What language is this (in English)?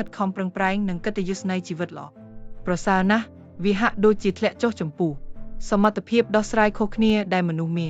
Khmer